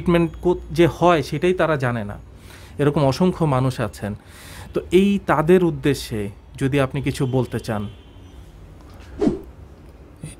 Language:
Bangla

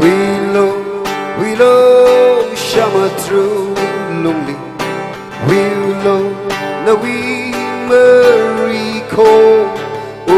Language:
Tangkhul Naga (India)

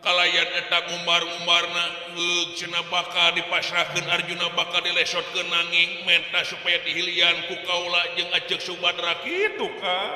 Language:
Sundanese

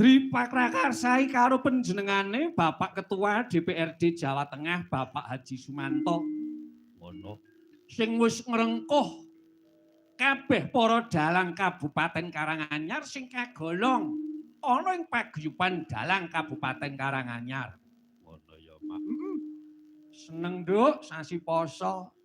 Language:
Javanese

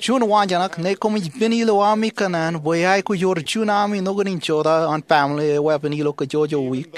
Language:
Marshallese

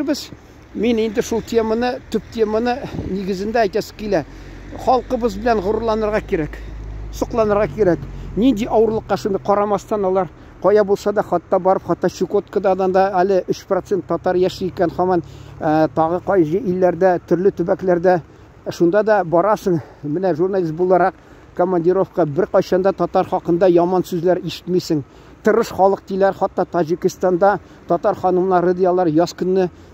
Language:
Tatar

